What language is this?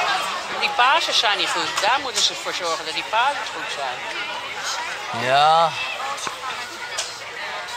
Dutch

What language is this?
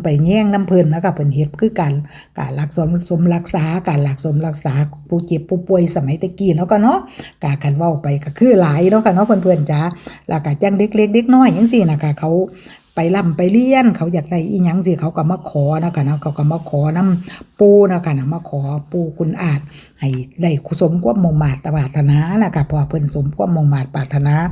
Northeastern Thai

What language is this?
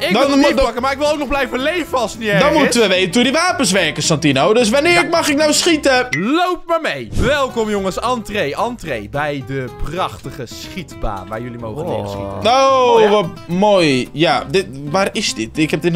Dutch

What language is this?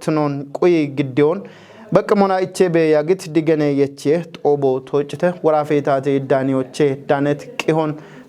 Kafa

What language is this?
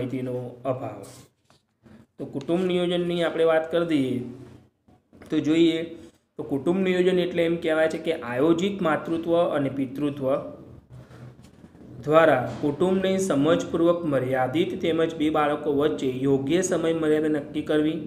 Gujarati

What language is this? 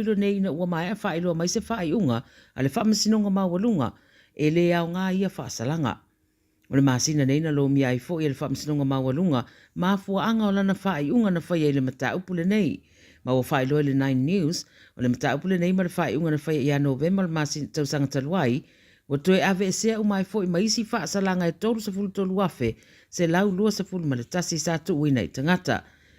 Samoan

